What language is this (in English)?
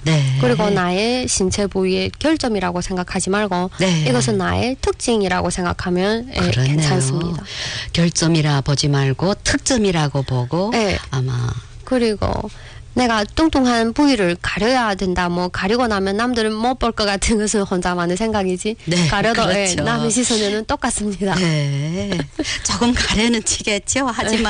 Korean